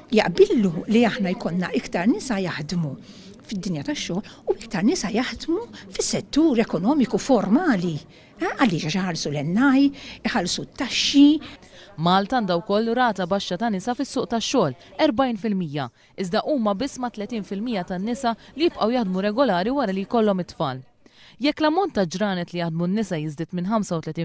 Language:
Maltese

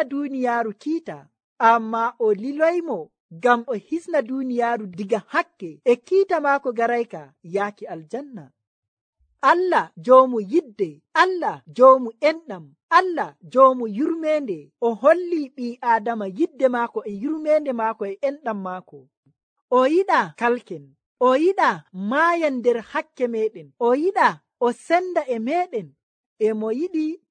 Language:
Nigerian Fulfulde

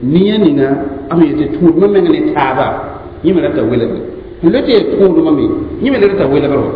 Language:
Mossi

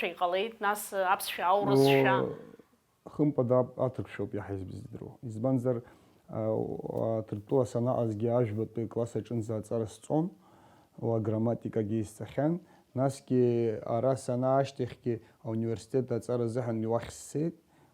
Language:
Abkhazian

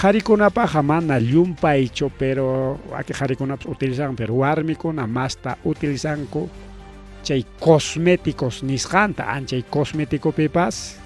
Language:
Ayacucho Quechua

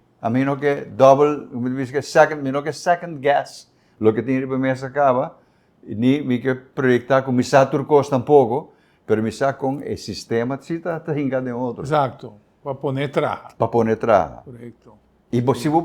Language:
Papiamento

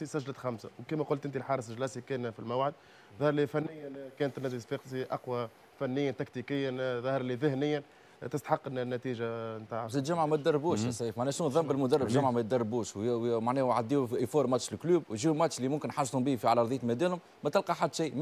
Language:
Tunisian Arabic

